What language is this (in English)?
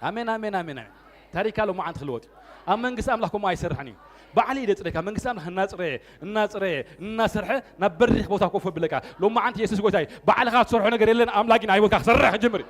Tigrinya